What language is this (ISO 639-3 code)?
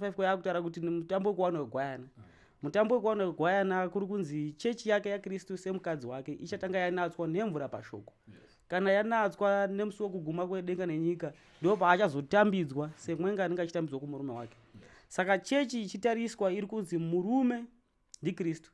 sna